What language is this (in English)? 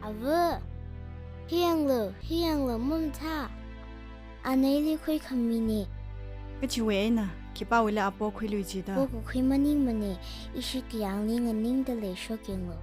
Tangkhul Naga (India)